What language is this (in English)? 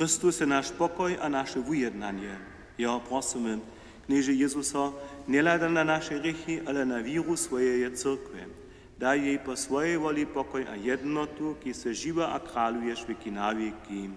Upper Sorbian